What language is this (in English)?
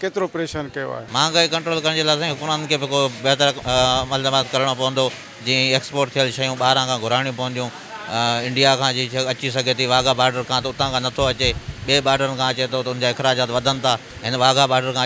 Sindhi